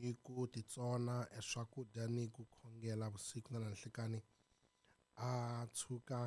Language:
Tsonga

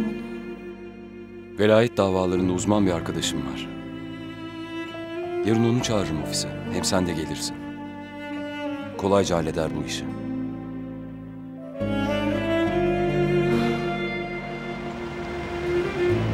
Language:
Turkish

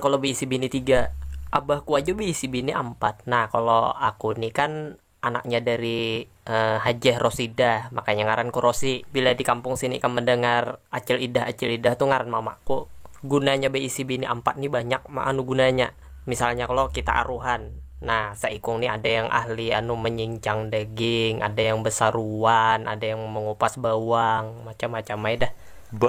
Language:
Banjar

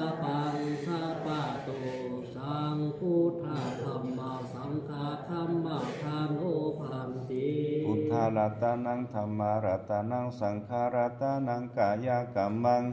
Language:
Pali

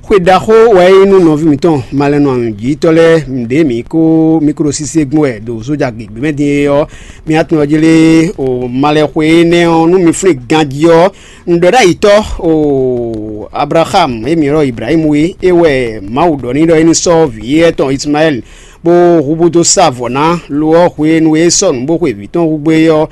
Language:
Fon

